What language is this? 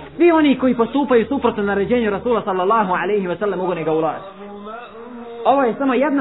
Bosnian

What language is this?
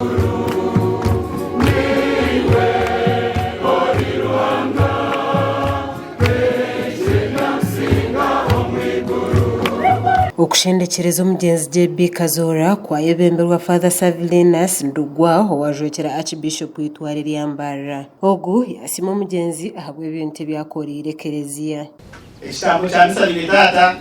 Nyankole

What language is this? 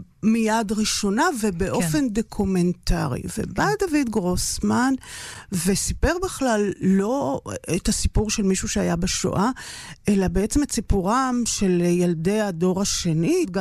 Hebrew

